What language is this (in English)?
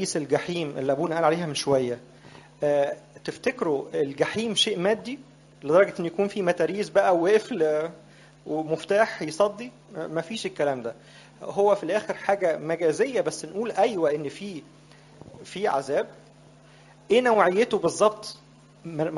Egyptian Arabic